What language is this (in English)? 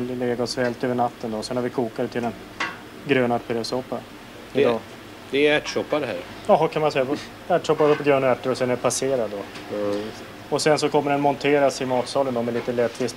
Swedish